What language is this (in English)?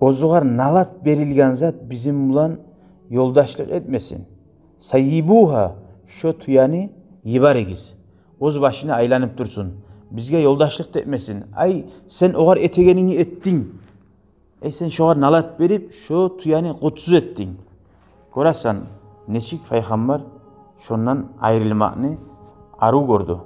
Kumyk